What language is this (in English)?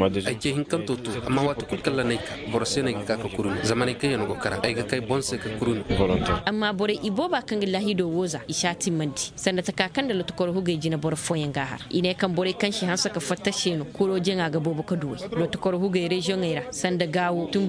Koyraboro Senni